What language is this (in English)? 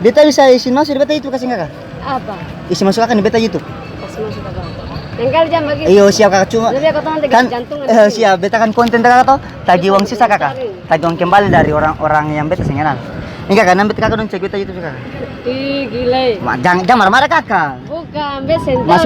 Ambonese Malay